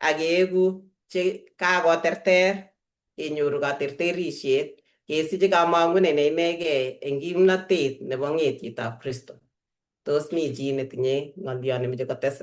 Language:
Kalenjin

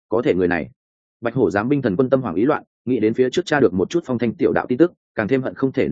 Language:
Vietnamese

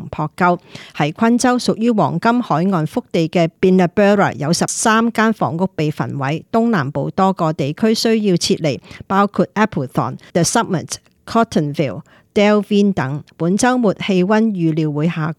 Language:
Cantonese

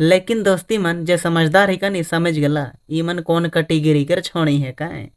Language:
Sadri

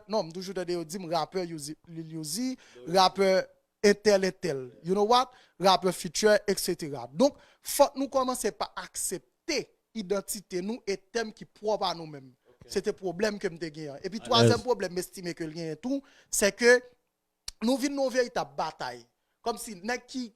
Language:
Haitian Creole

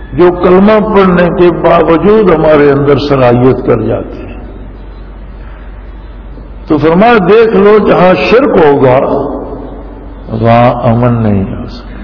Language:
Urdu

